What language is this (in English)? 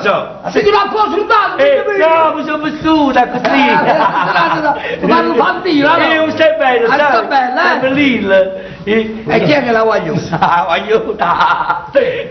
Neapolitan